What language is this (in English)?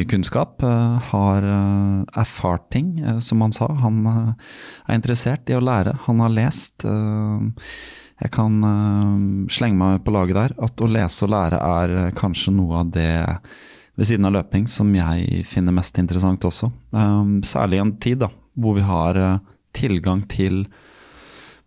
Norwegian